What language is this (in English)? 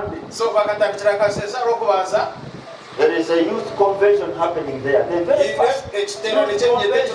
Nyankole